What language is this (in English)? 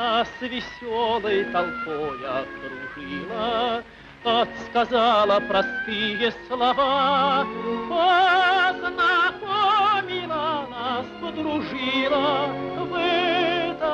Russian